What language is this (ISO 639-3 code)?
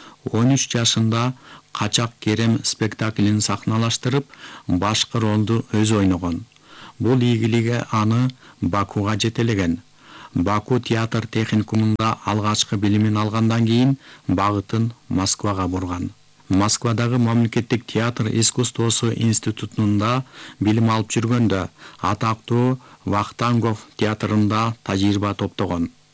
kir